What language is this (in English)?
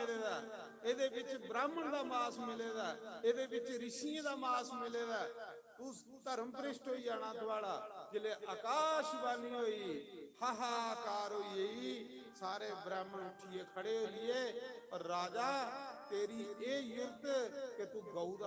Dogri